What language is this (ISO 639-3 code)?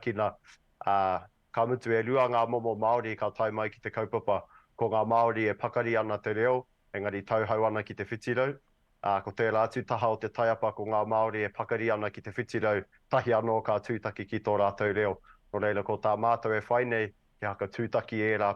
mri